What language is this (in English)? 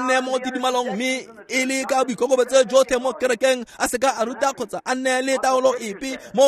Tswana